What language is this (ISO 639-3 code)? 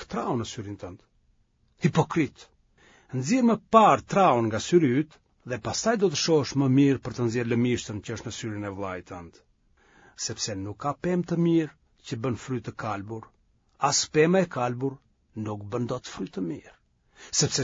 sqi